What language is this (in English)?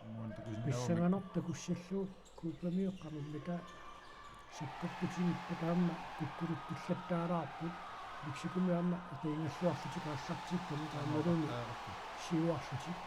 Kalaallisut